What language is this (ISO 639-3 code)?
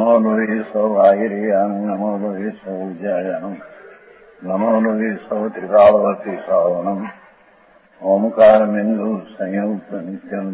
guj